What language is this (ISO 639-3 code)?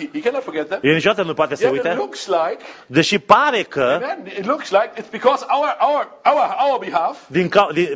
ron